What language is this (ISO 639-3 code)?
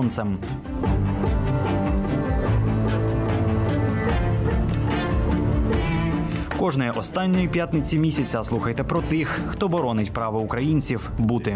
ukr